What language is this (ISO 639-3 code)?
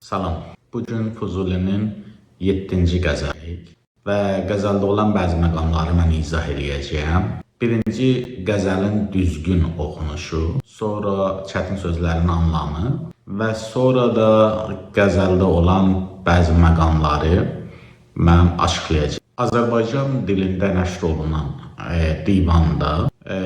aze